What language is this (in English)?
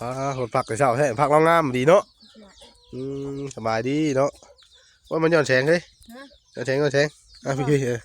Northeastern Thai